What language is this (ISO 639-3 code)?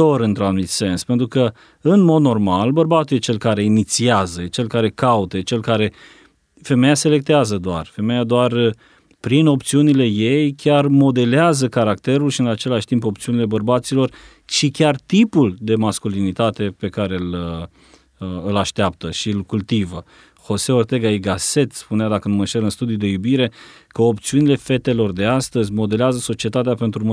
ron